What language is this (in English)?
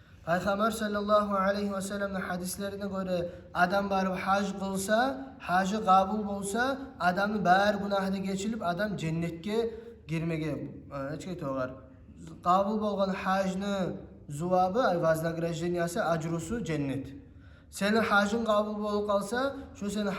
Kumyk